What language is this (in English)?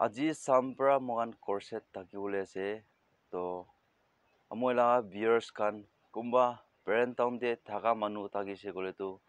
Naga Pidgin